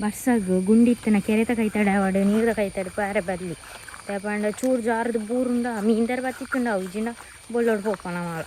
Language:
Tulu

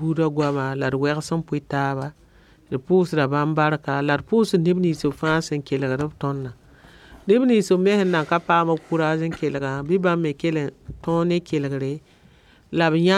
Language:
Mossi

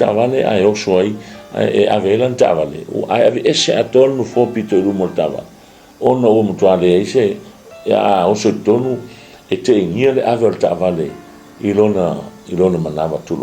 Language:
Samoan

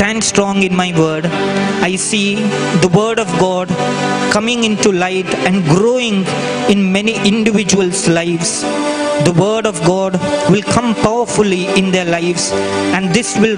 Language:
Konkani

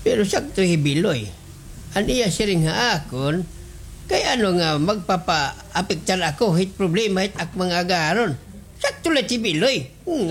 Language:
Waray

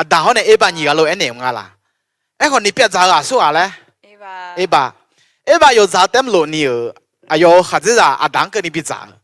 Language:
Akha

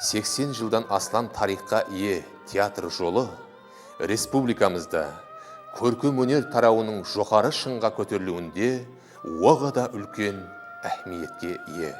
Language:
Kara-Kalpak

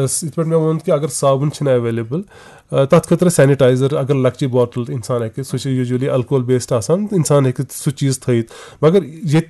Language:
Kashmiri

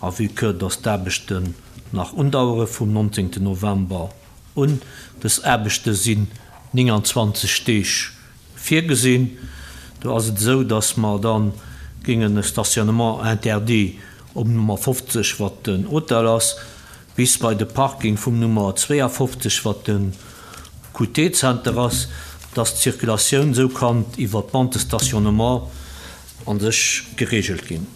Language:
Luxembourgish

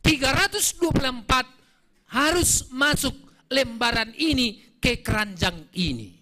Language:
Batak Simalungun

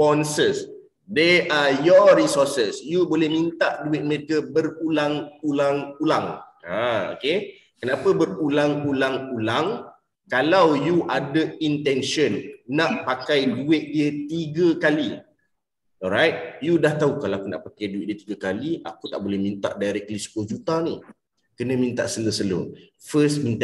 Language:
Malay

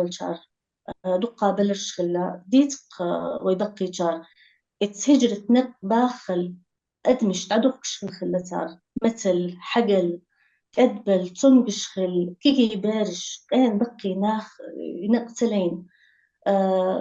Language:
Chechen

